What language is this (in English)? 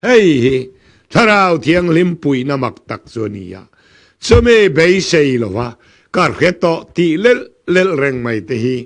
Mizo